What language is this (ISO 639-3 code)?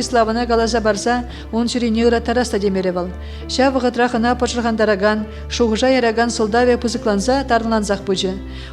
chv